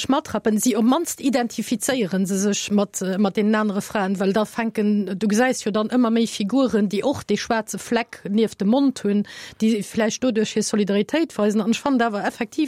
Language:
Luxembourgish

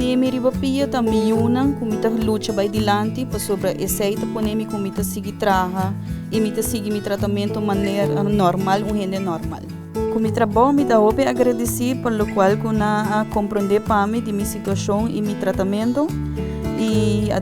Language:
Papiamento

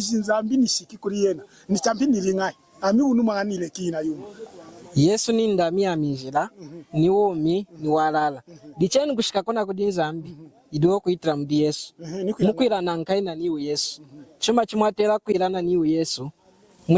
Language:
Lunda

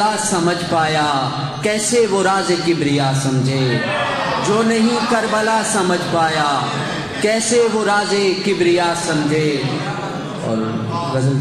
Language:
Urdu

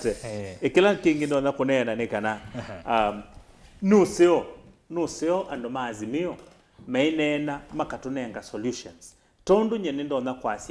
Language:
Kamba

